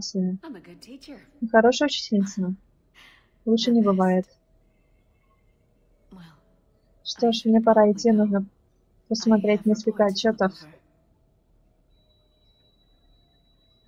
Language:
Russian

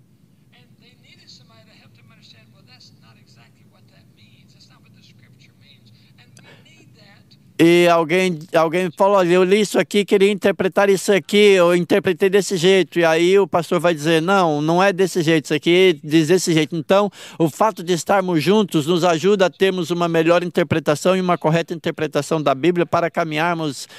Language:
Portuguese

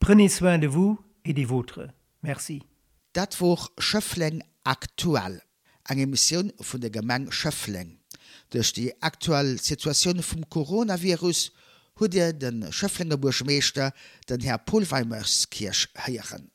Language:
Luxembourgish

